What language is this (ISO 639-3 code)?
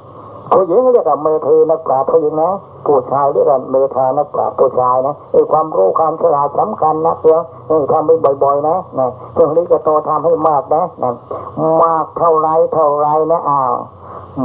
tha